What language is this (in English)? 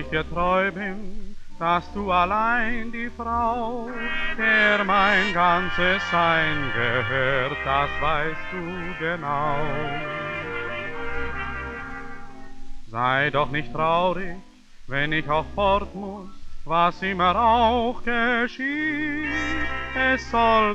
German